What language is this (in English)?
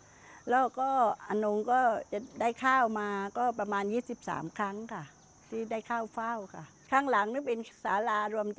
Thai